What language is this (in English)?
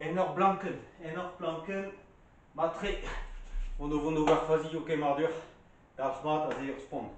Breton